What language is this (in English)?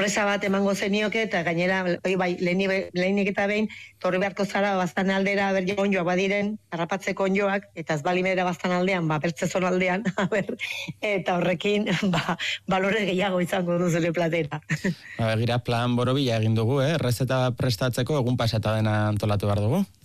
Basque